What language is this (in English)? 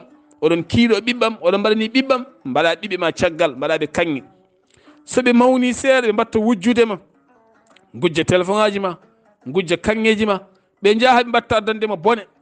Fula